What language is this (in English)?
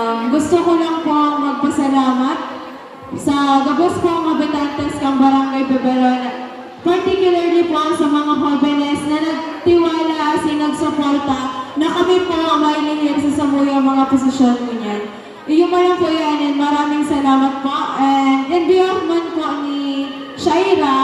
Bikol